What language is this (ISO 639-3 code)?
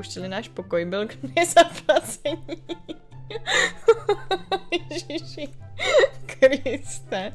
ces